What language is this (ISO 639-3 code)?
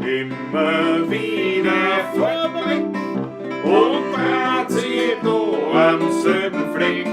bar